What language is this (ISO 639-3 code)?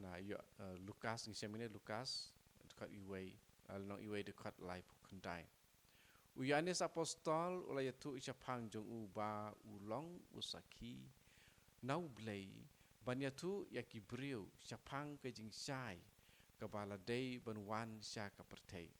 kha